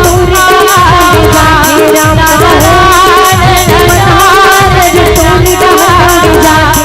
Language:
Chhattisgarhi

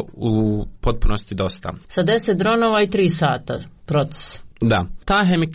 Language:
Serbian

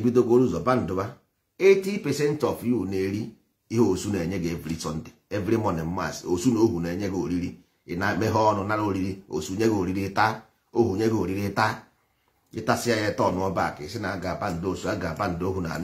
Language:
Igbo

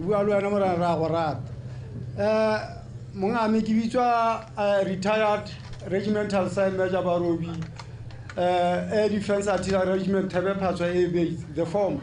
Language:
Tswana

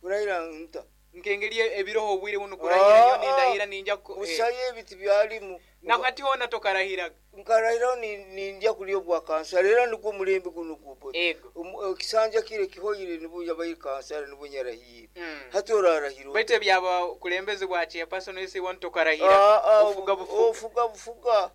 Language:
Nyoro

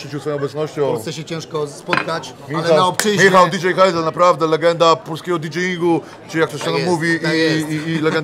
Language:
Polish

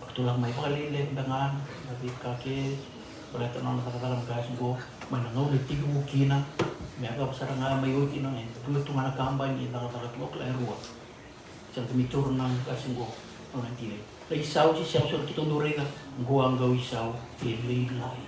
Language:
Fijian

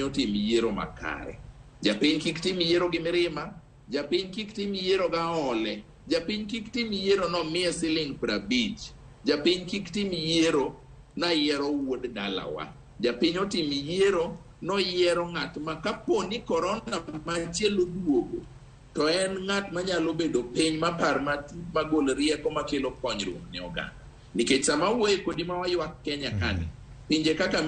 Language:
Luo (Kenya and Tanzania)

